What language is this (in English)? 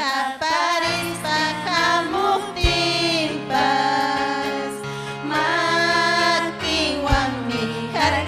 Ayacucho Quechua